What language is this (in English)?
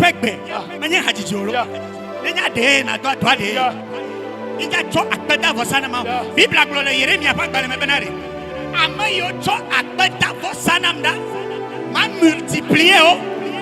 Ewe